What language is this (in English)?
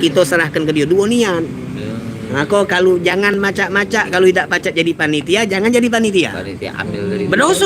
Musi